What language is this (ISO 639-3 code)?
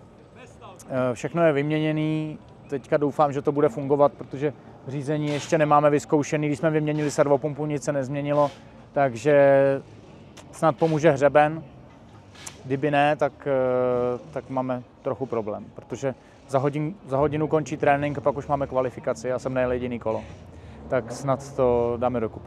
ces